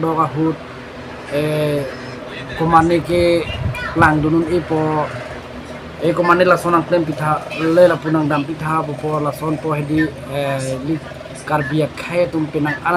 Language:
Karbi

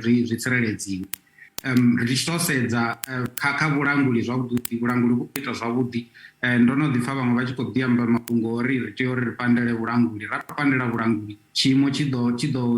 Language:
Venda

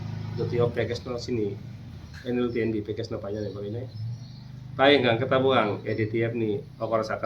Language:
Kok Borok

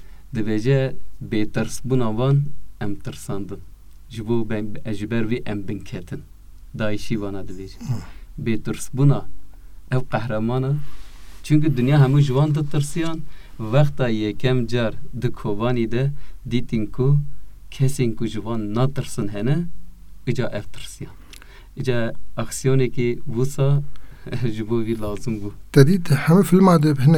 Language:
Kurdish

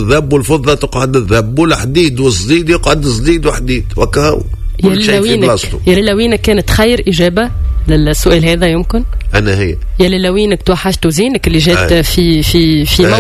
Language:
Tunisian Arabic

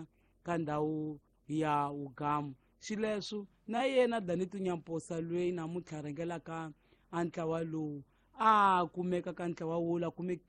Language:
Tsonga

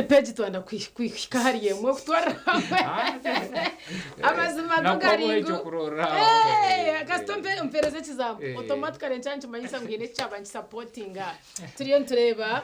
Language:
Nyankole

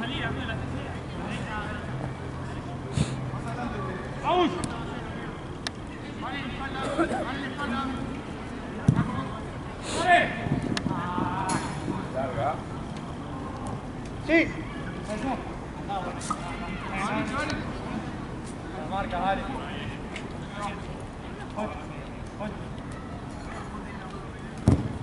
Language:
Spanish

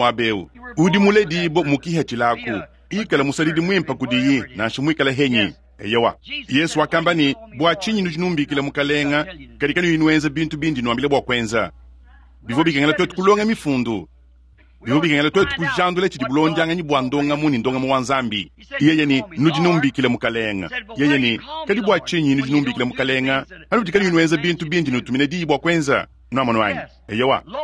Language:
Luba-Lulua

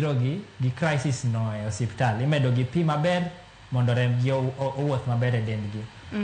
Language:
Luo (Kenya and Tanzania)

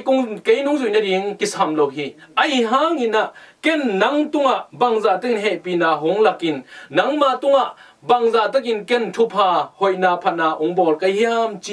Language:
Tedim Chin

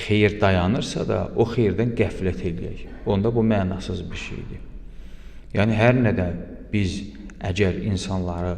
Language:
Azerbaijani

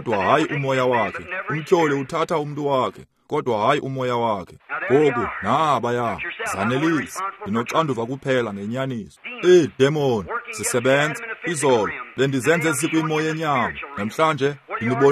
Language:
Xhosa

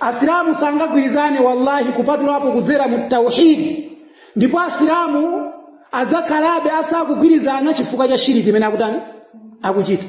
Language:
Nyanja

